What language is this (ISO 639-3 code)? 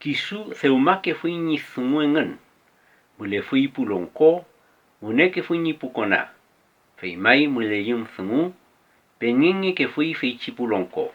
arn